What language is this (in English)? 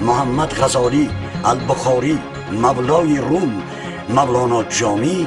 Tajik